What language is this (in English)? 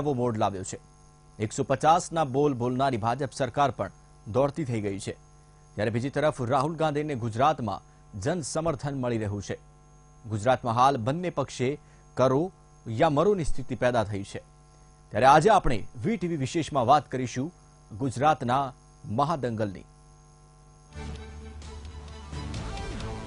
Gujarati